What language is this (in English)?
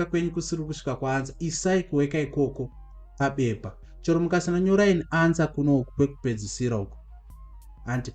Shona